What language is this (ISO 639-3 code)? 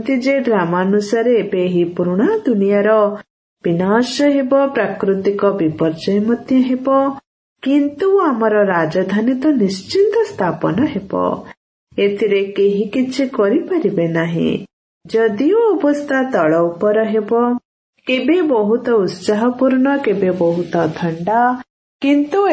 ori